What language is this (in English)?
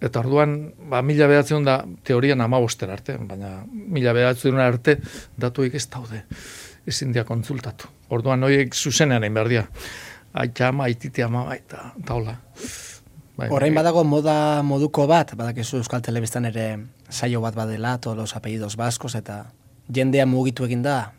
Basque